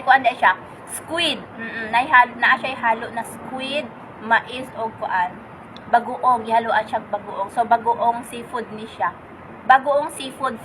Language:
Cebuano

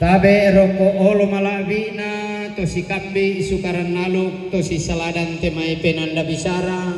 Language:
Toraja-Sa'dan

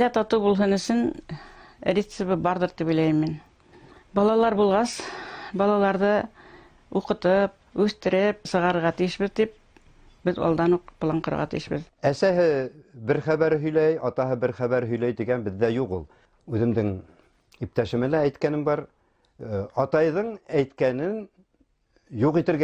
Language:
Bashkir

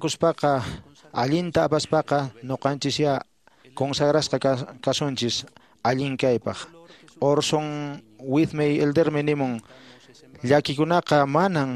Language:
Quechua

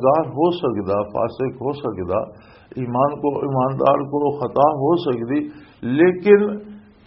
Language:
Western Panjabi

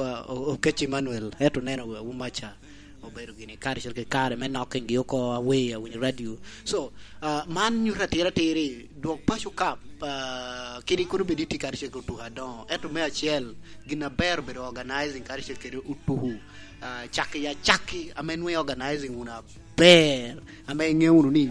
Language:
Lango (Uganda)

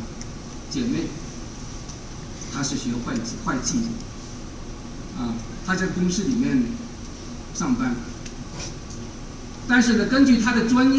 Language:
Chinese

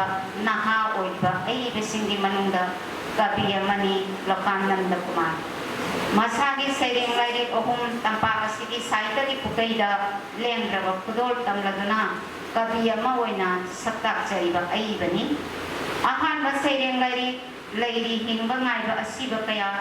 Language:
Manipuri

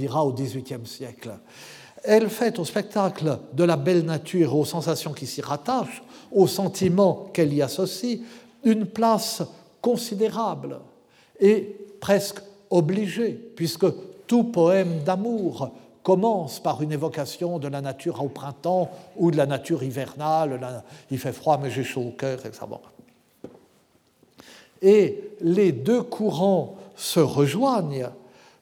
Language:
French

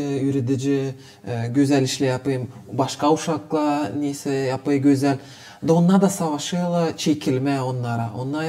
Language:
Gagauz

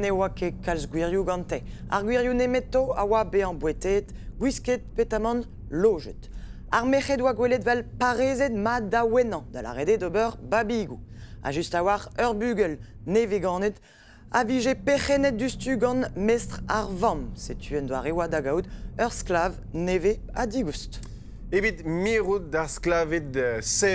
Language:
Breton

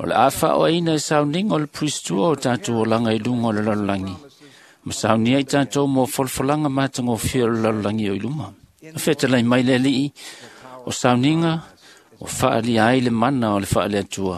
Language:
Samoan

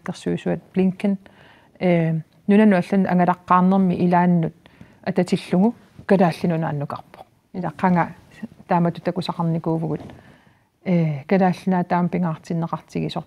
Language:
Kalaallisut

